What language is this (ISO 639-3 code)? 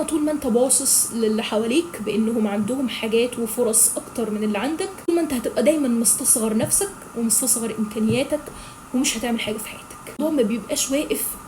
arz